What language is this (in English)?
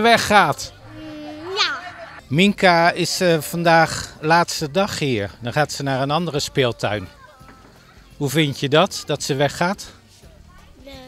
Dutch